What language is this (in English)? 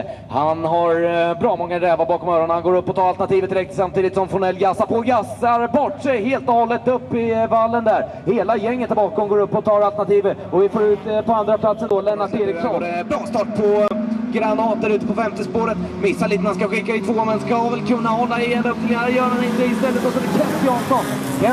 Swedish